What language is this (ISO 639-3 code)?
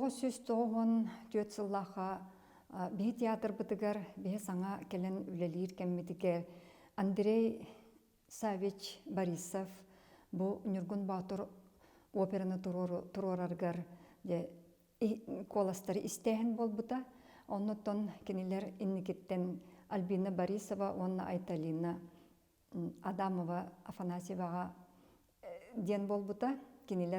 sah